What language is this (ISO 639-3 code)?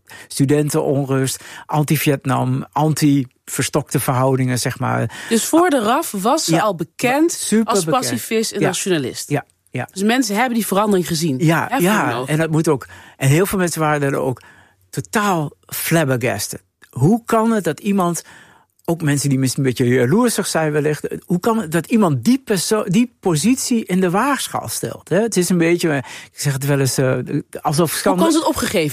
nld